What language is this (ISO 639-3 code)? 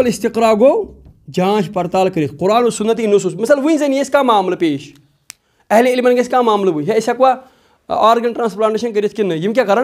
kas